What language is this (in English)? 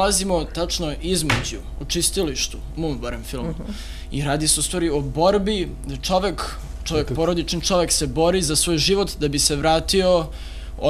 Serbian